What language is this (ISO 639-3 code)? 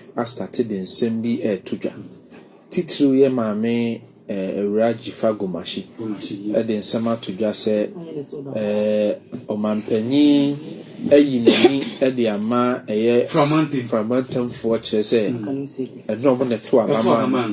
aka